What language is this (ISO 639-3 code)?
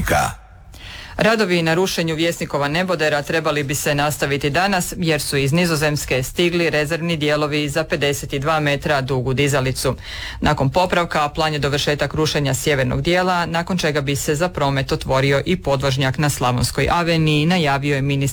hrv